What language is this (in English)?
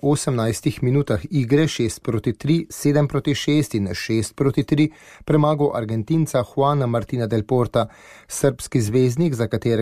Slovenian